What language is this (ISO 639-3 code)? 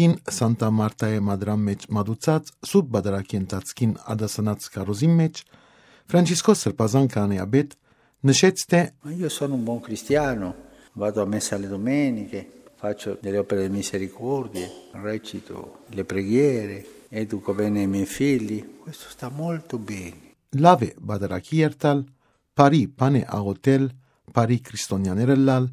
hyw